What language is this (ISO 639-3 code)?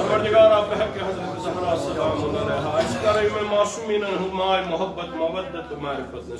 kas